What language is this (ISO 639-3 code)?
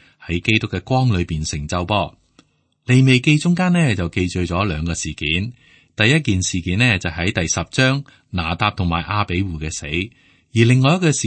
yue